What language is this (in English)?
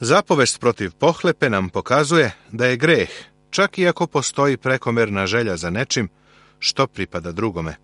Serbian